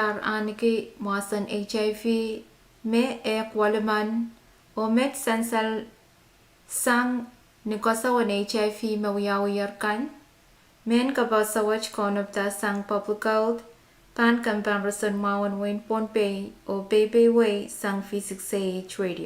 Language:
Pohnpeian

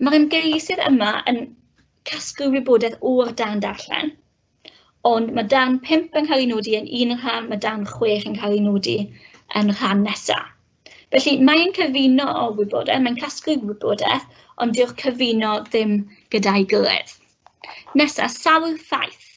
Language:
Welsh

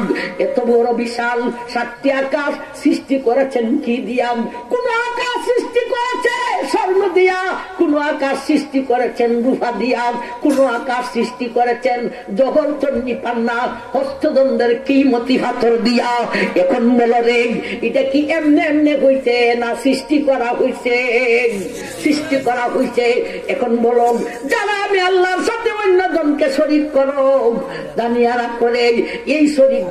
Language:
Bangla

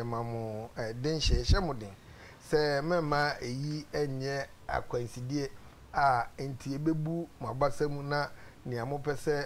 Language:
Akan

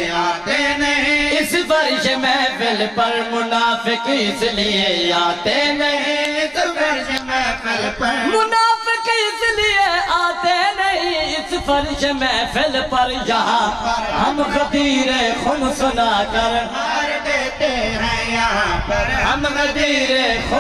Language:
Urdu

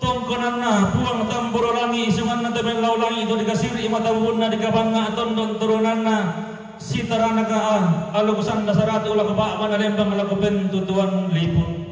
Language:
Toraja-Sa'dan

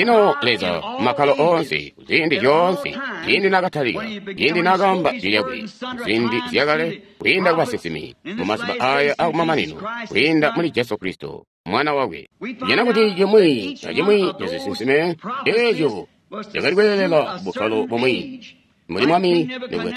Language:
Tonga (Zambia)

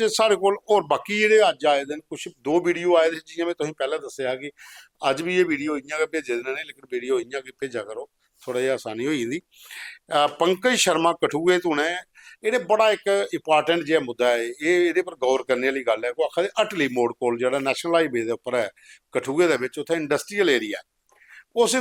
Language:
Dogri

